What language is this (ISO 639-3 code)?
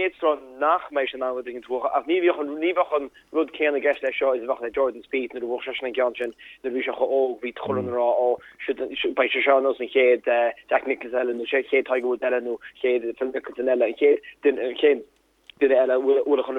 gle